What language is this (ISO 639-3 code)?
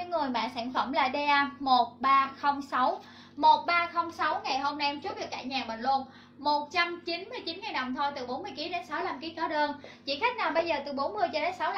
vie